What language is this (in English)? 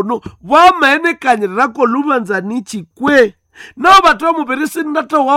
Nande